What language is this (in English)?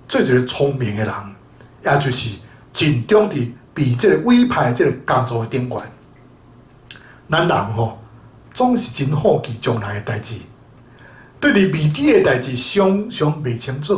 Min Nan Chinese